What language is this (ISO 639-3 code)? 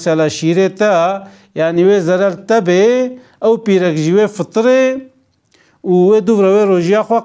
kur